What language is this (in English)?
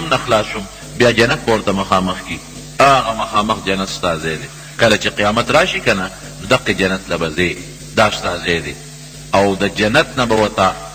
Pashto